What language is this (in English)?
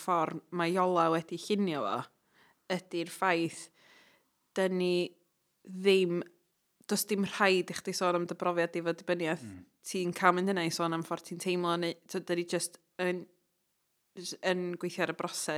Welsh